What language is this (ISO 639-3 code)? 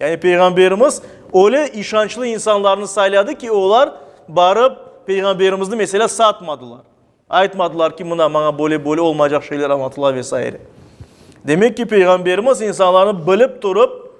crh